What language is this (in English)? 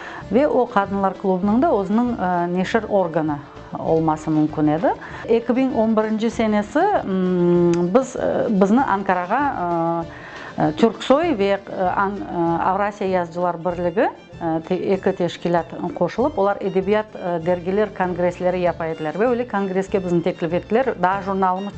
Crimean Tatar